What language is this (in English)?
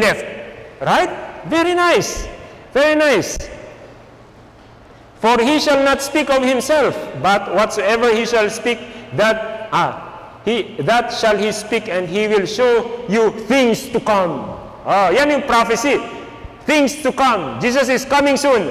Filipino